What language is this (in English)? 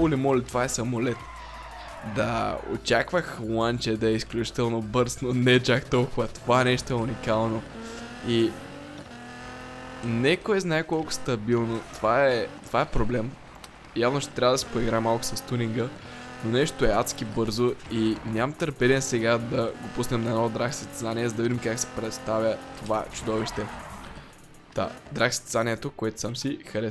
Bulgarian